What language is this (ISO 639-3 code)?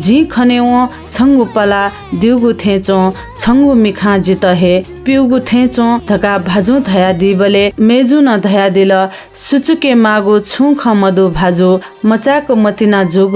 new